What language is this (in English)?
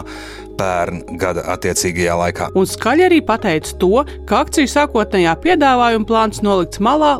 Latvian